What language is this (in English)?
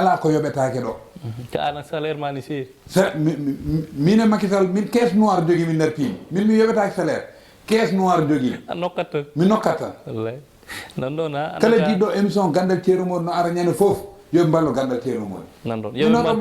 Fula